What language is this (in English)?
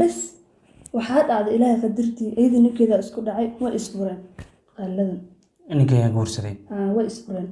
Somali